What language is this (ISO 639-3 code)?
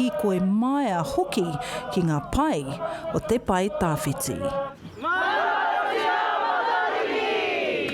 mri